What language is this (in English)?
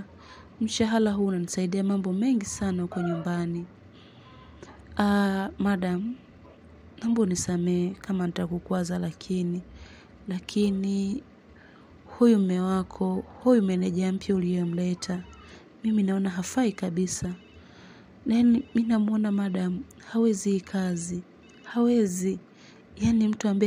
Swahili